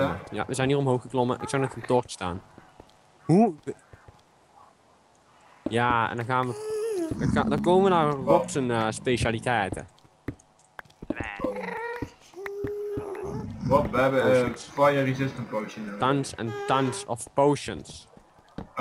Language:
Dutch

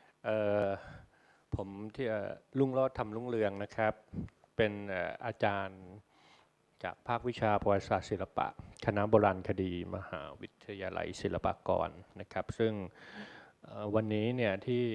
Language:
Thai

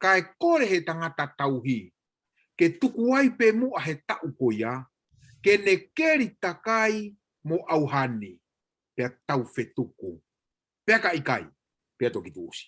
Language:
Tongan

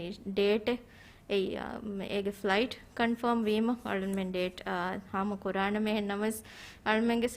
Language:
Divehi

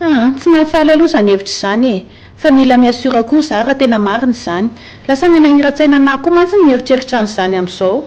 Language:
Malagasy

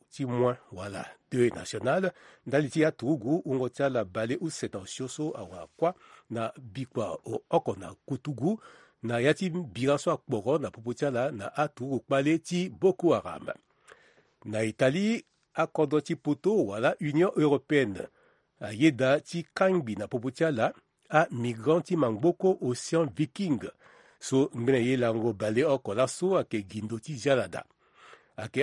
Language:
Sango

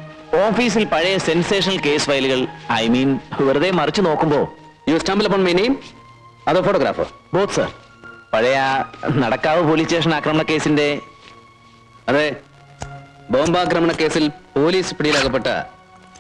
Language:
Malayalam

